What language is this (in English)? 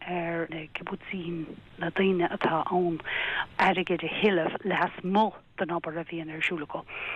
Irish